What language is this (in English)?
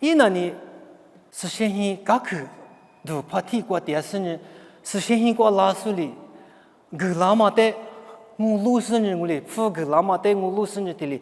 Lisu